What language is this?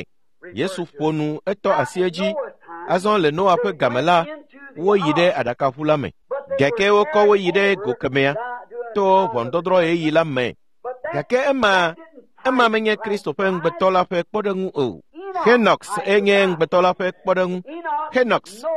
Ewe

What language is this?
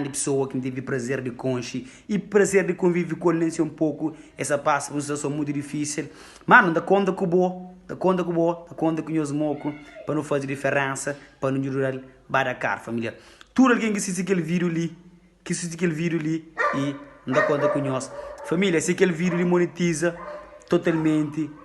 Kabuverdianu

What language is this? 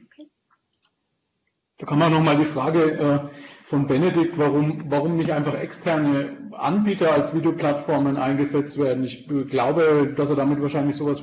German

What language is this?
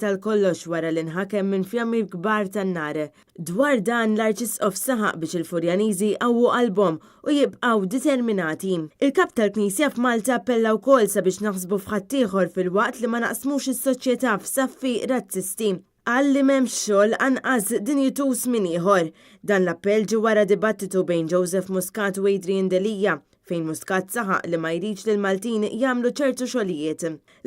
Maltese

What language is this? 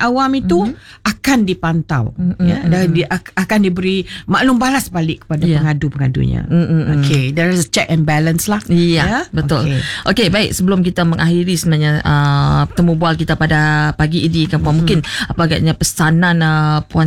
Malay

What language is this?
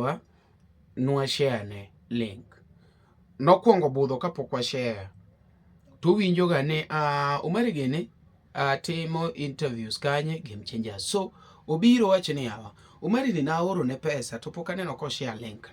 Luo (Kenya and Tanzania)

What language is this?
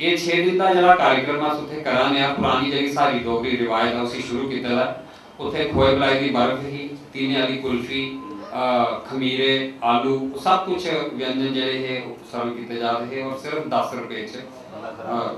Dogri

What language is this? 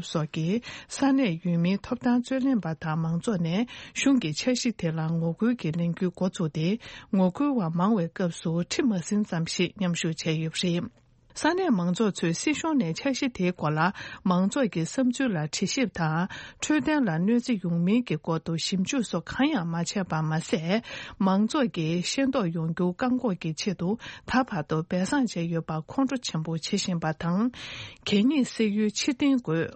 Tibetan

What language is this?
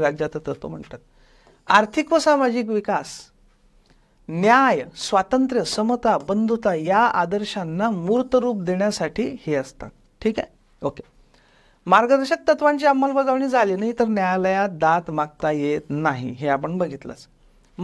Marathi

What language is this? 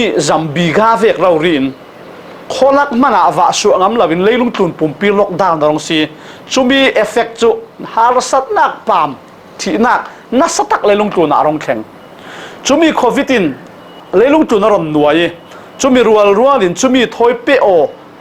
Falam Chin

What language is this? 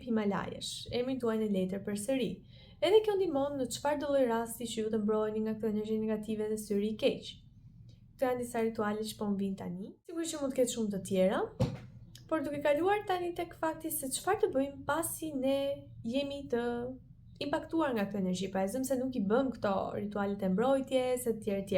Albanian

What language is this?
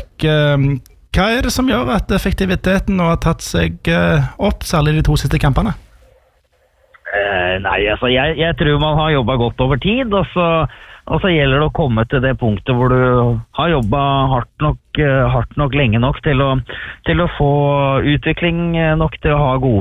Norwegian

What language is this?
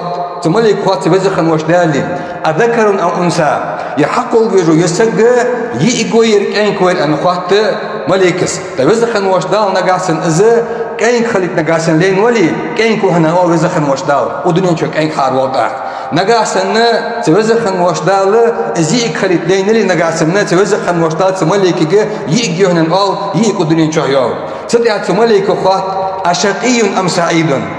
Ingush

